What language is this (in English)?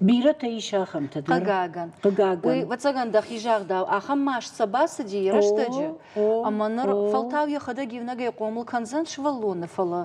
Ossetic